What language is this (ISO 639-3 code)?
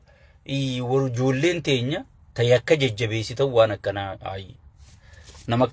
orm